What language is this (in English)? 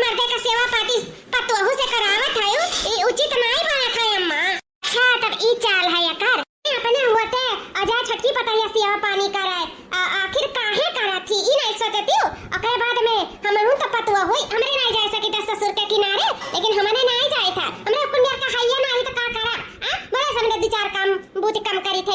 Awadhi